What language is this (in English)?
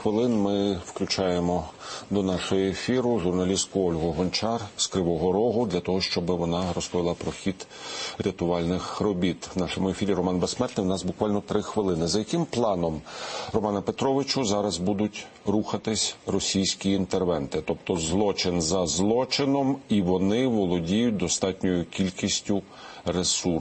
Ukrainian